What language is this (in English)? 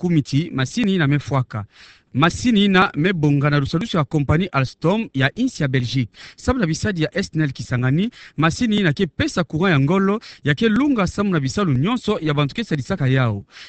Kituba (Democratic Republic of Congo)